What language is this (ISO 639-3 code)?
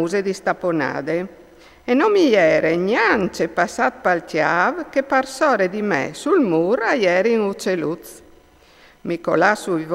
fur